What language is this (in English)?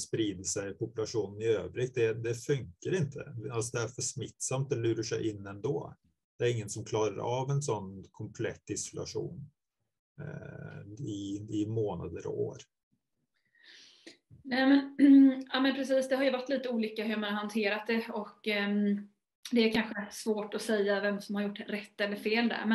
Swedish